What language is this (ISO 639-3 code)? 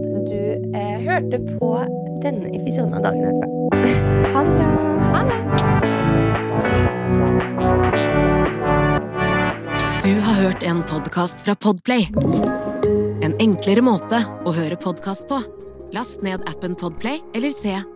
nor